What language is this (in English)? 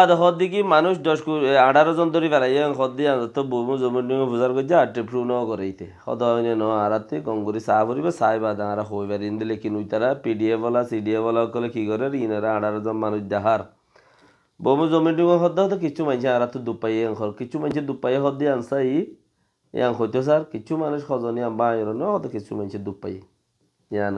Rohingya